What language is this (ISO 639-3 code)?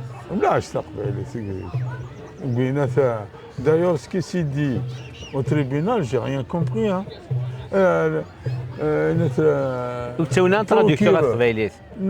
kab